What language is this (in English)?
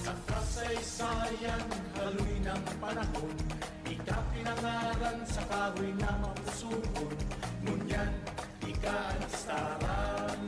Bikol